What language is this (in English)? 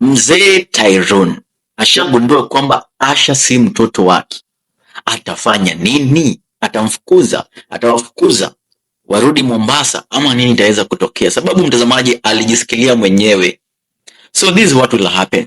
Swahili